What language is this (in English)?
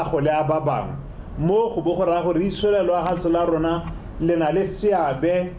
Tswana